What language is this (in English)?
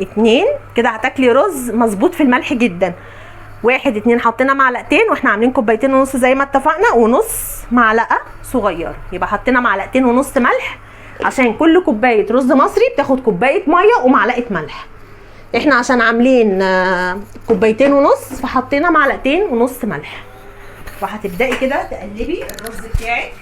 Egyptian Arabic